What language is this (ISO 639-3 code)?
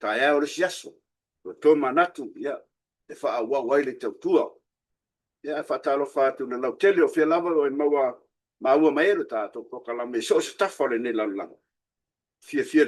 smo